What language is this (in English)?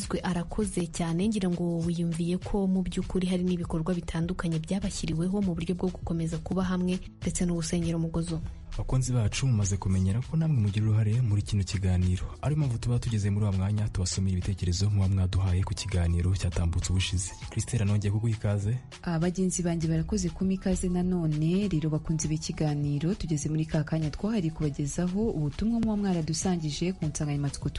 Kinyarwanda